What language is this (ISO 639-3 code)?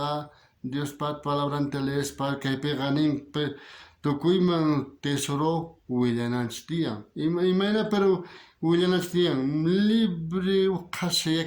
quh